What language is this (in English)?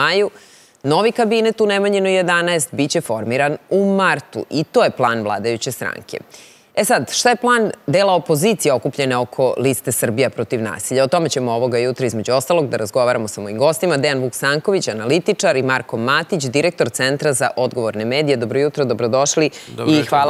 Serbian